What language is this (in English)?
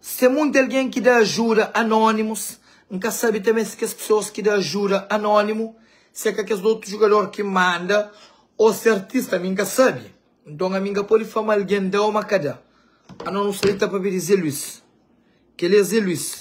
Kabuverdianu